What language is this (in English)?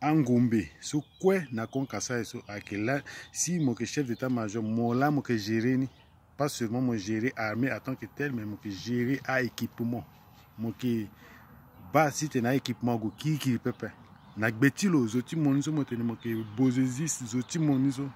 Sango